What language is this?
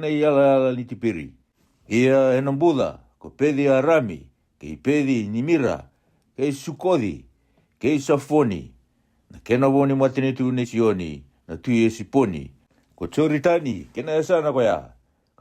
Fijian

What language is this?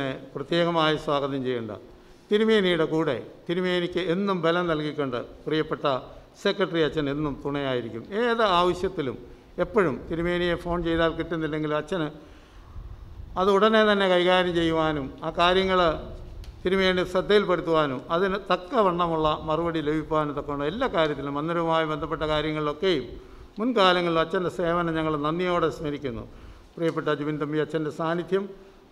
Malayalam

